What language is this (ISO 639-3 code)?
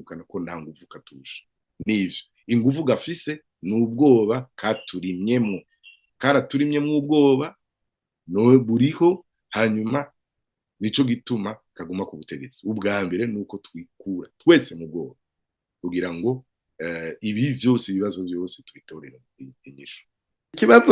run